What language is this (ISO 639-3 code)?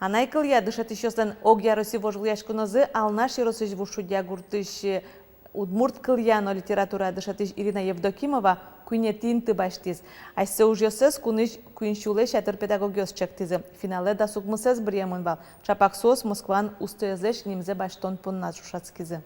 udm